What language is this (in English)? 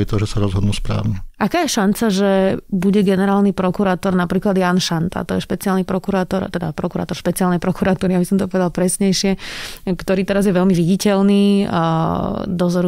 Slovak